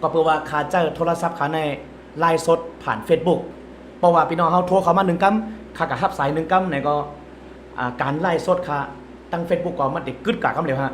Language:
Shan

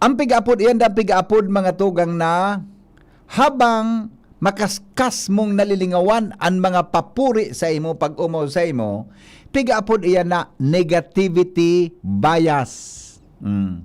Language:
Bikol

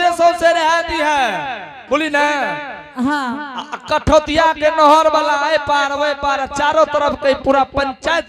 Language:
Angika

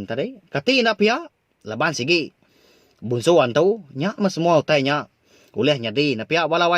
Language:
Iban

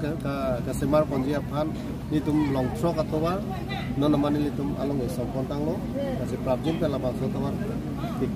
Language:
Karbi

